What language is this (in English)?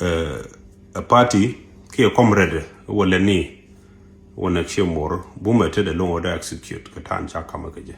Nuer